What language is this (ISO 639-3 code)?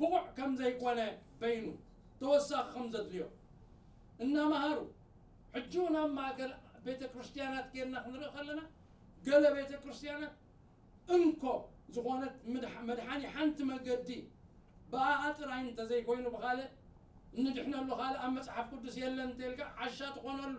tir